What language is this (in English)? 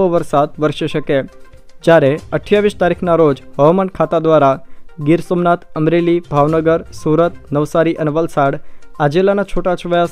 Gujarati